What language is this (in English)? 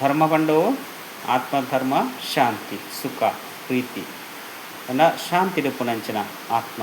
Tulu